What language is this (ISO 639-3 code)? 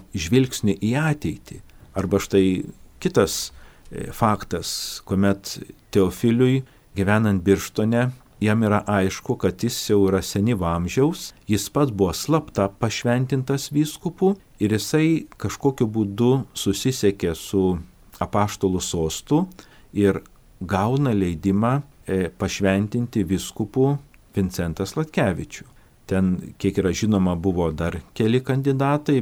lit